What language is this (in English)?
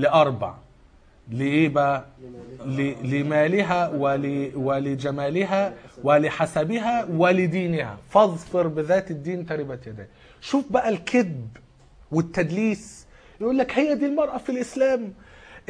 Egyptian Arabic